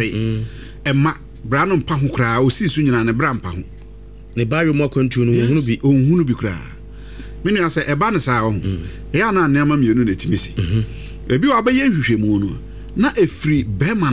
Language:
Akan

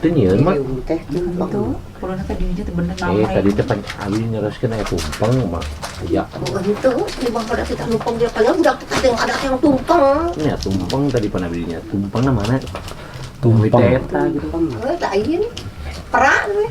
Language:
Sundanese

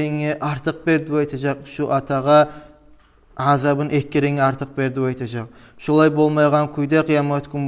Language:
Kumyk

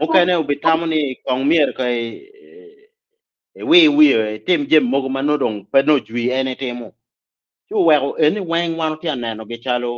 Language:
Acoli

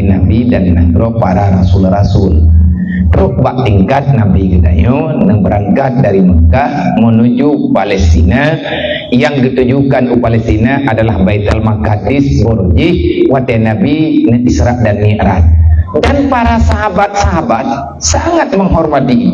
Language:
Achinese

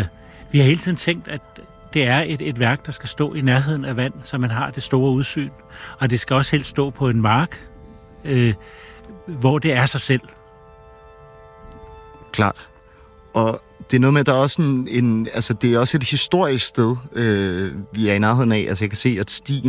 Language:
Danish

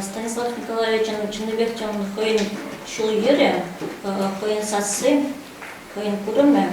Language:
Chuvash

